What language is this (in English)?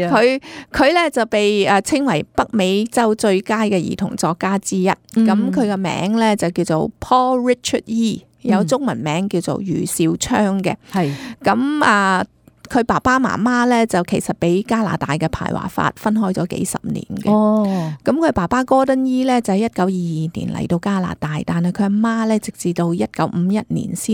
Cantonese